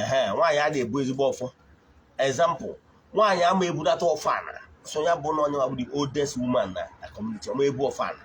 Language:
Igbo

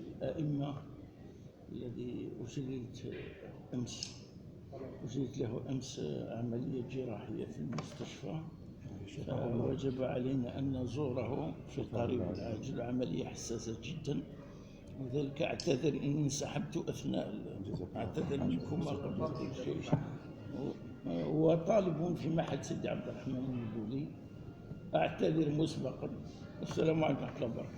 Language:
Kabyle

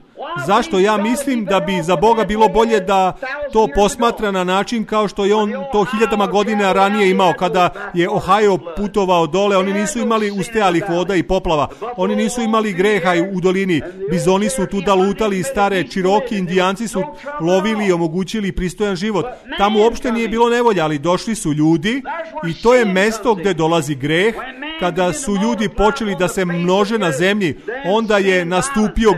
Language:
Serbian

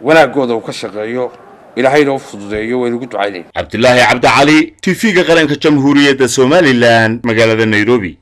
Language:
Somali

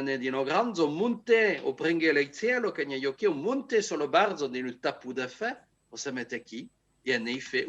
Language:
Occitan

